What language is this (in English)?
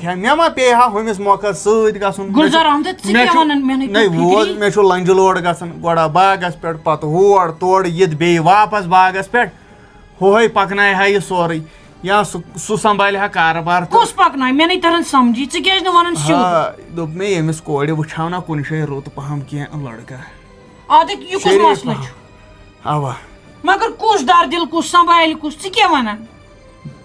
Kashmiri